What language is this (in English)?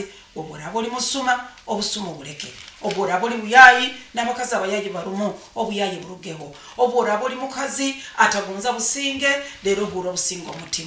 Nyoro